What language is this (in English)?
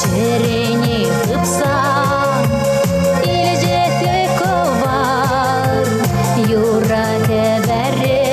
Chuvash